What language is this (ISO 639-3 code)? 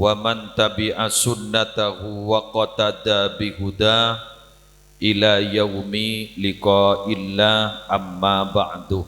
mad